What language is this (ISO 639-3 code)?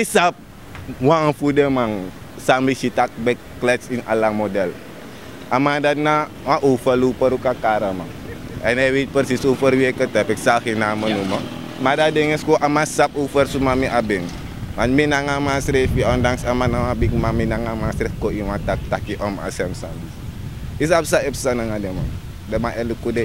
srn